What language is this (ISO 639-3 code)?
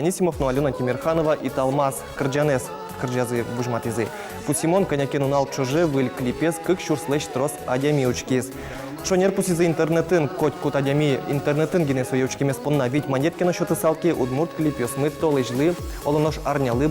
udm